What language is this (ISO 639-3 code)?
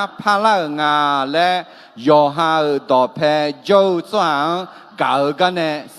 ahk